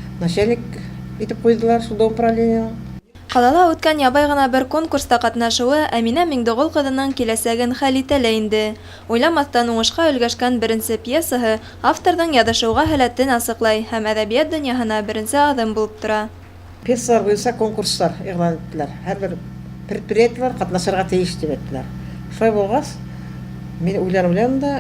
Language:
Bashkir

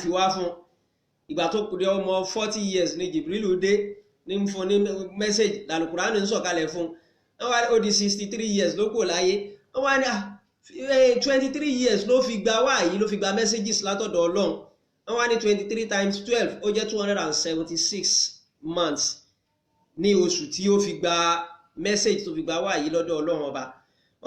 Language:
Yoruba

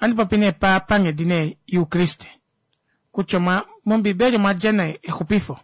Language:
Kuanyama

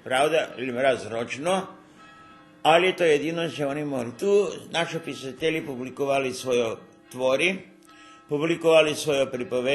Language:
Rusyn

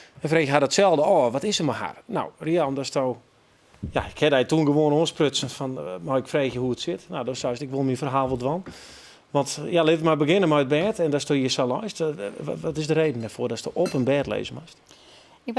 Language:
Western Frisian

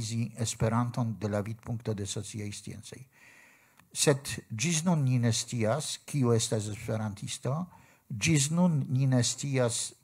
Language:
Esperanto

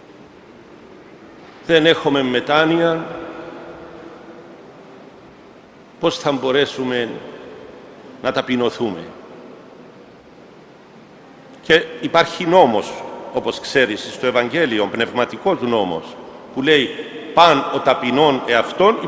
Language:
Greek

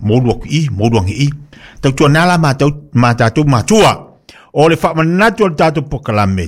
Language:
Samoan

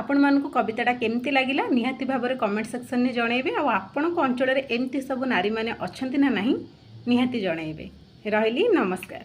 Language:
Odia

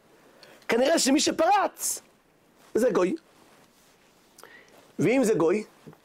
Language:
Hebrew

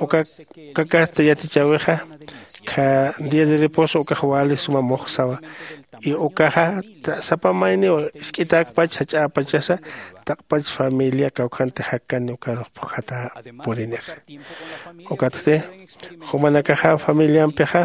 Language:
Aymara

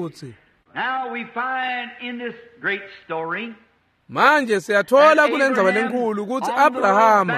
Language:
Swati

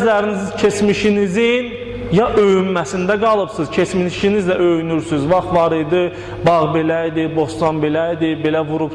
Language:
Azerbaijani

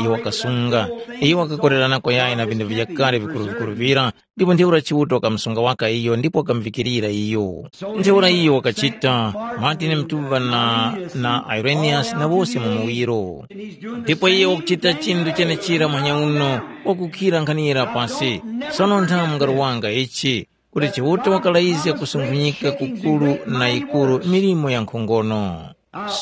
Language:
Tumbuka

